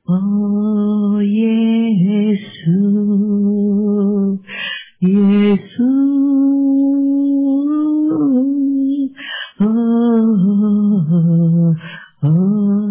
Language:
Chinese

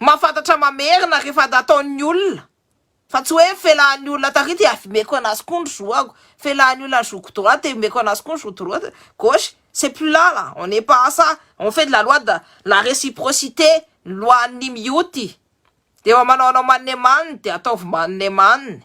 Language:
Malagasy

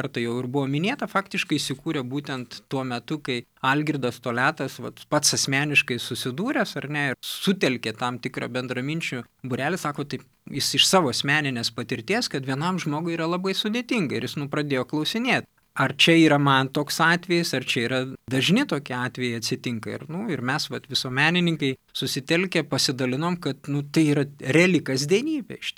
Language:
Lithuanian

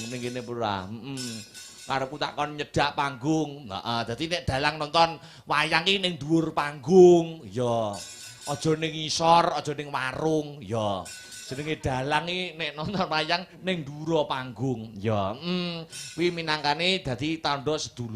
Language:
Javanese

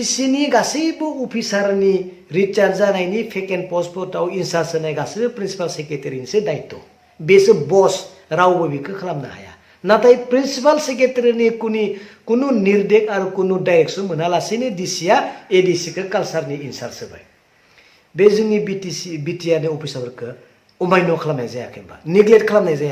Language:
Bodo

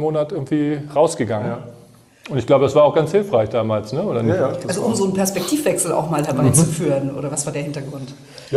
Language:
German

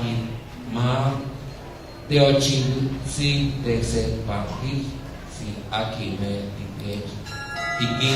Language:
Nahuatl languages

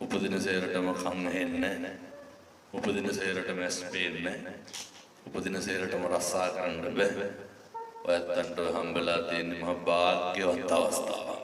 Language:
Sinhala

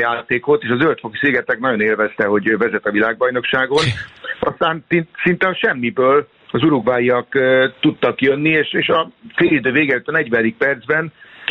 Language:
Hungarian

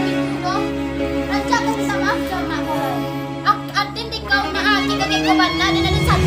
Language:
Minangkabau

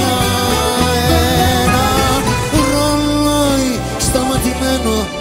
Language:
Greek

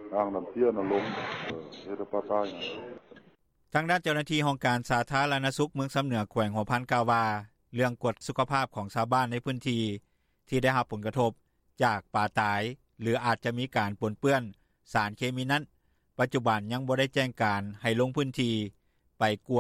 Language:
Lao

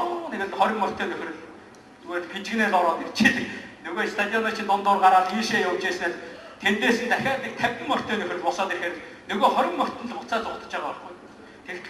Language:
Mongolian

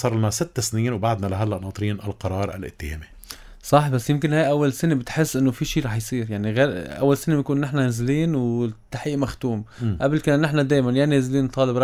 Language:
North Levantine Arabic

